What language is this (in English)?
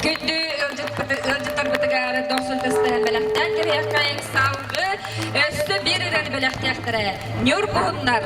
Yakut